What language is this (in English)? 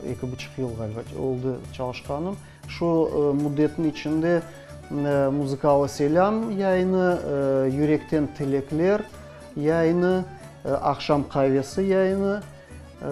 Crimean Tatar